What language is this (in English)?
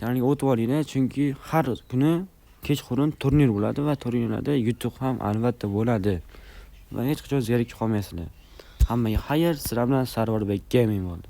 Uzbek